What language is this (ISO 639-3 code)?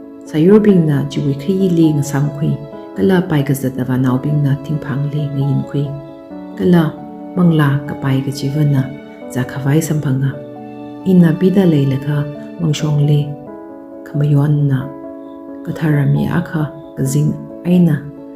nmf